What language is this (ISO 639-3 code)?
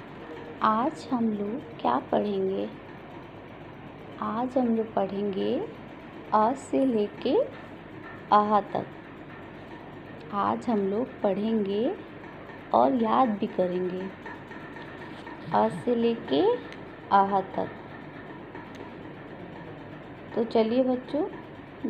hin